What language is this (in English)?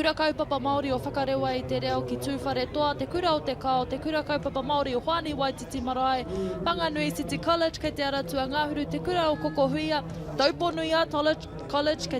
Māori